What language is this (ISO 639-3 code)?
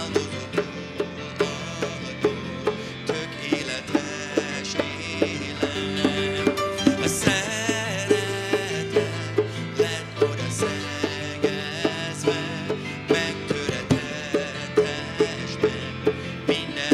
hun